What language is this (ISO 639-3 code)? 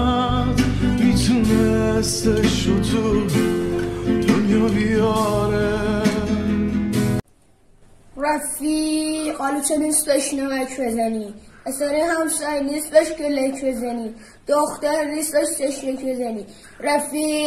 fas